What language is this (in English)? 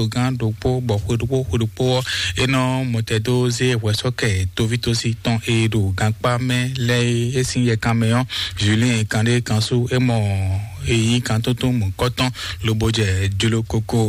Fon